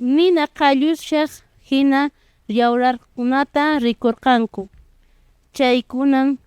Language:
Quechua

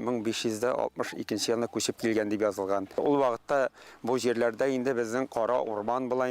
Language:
Tatar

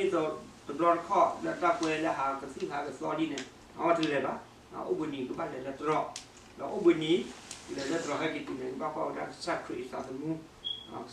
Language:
S'gaw Karen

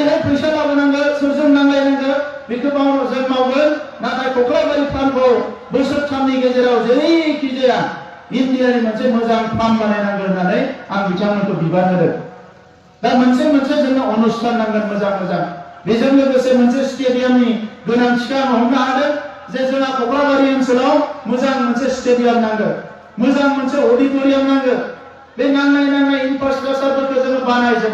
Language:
Bodo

